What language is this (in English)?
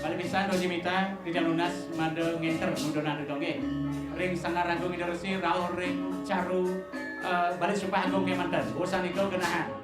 Balinese